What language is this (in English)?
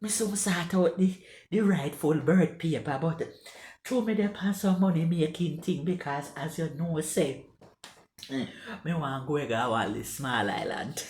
Jamaican Creole English